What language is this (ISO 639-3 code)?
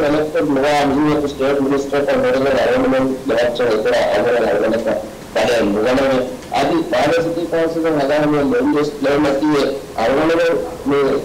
div